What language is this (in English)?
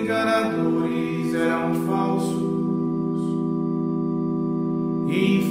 Portuguese